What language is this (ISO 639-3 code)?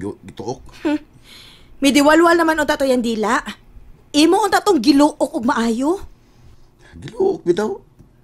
ceb